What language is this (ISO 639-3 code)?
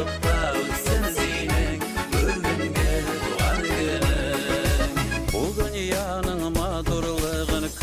bak